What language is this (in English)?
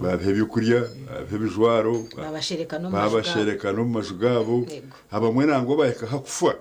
Nyankole